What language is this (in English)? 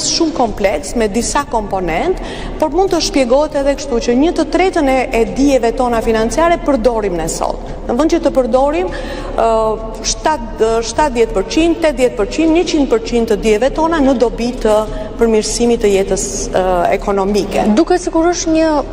Albanian